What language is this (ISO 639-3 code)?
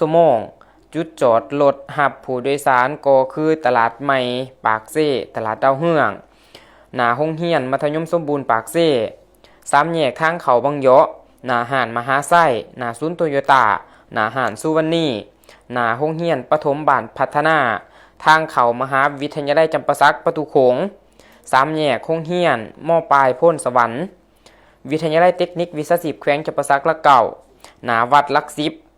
lao